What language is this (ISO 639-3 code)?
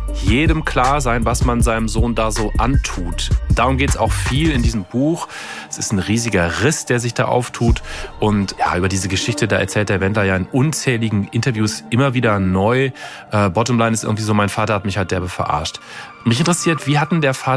deu